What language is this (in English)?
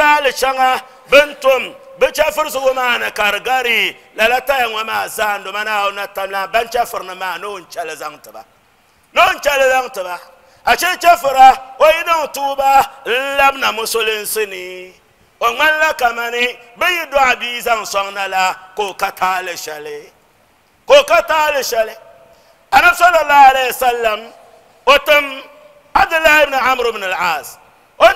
Dagbani